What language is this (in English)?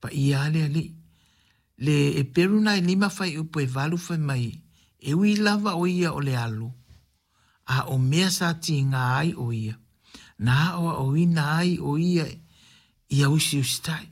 Samoan